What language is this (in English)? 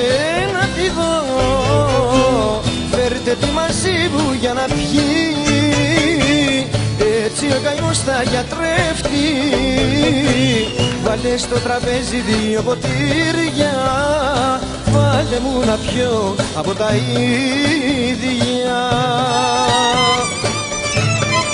Greek